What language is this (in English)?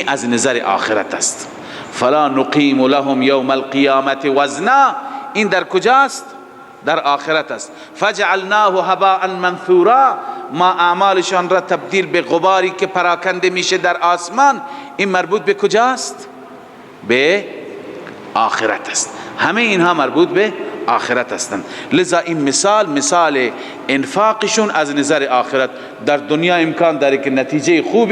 Persian